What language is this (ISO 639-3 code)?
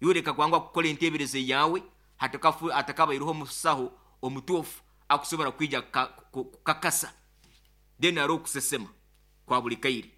nyo